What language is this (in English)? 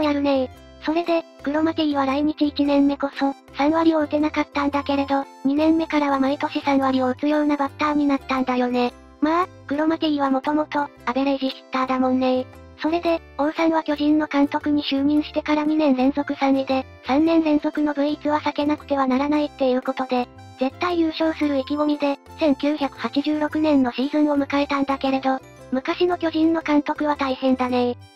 Japanese